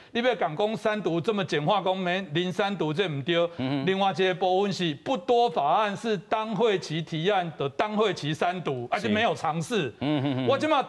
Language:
Min Nan Chinese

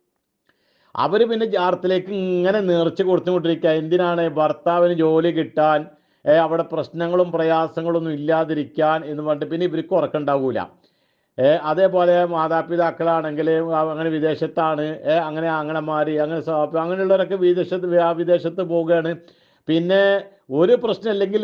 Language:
Malayalam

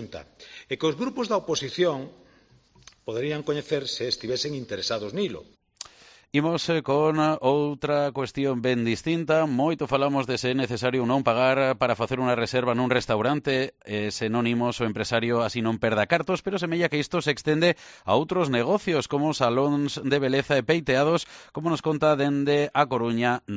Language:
Galician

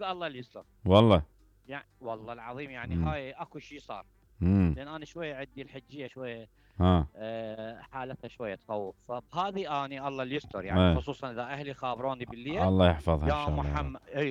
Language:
Mesopotamian Arabic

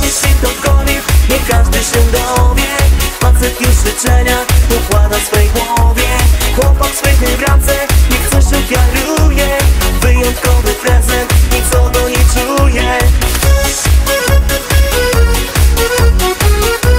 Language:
Polish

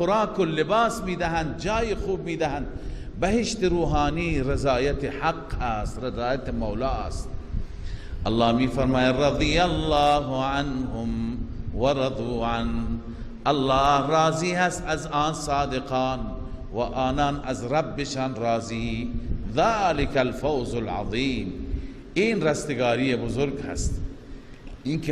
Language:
Persian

